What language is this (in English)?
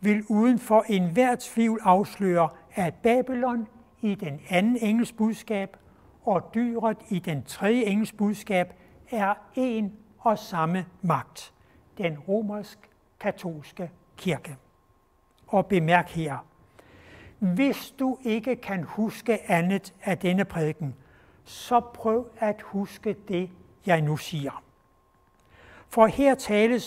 Danish